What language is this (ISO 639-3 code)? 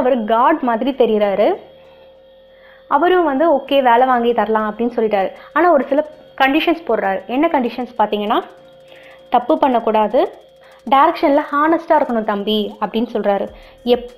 tam